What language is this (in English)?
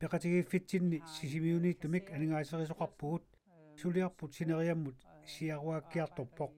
Kalaallisut